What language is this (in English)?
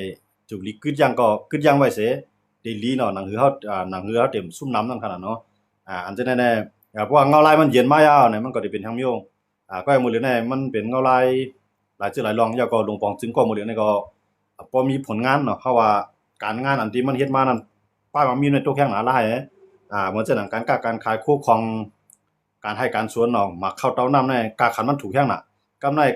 Shan